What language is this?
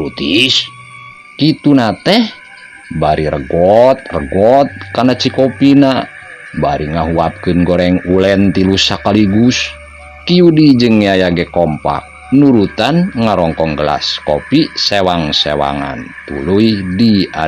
Sundanese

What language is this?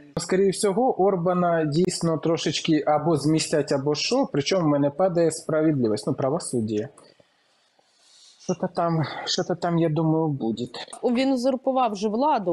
Ukrainian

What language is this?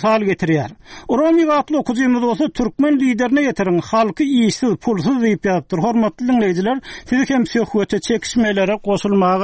Turkmen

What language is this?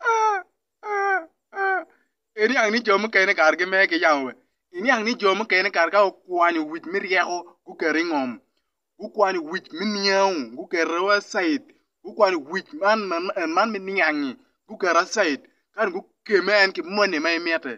Acoli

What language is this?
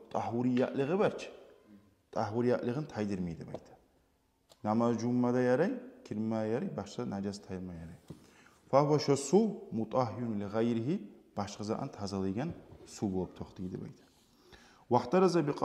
Kumyk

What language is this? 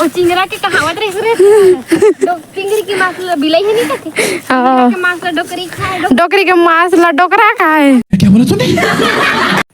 Chhattisgarhi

